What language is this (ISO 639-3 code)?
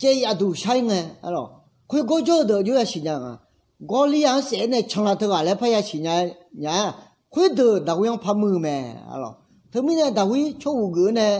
ahk